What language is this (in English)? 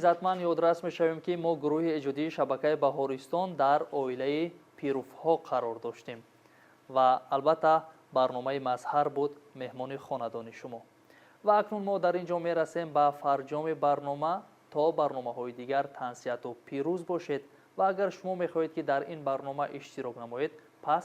Tajik